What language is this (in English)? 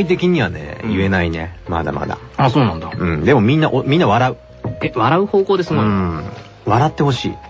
Japanese